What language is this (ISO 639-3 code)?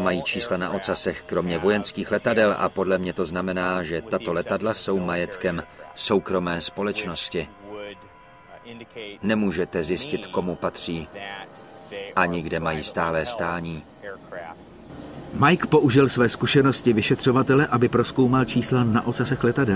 ces